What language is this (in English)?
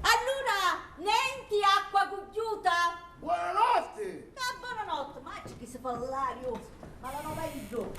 Sicilian